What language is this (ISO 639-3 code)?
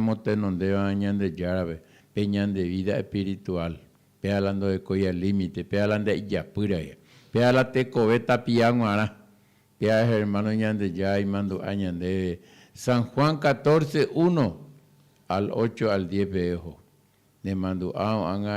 grn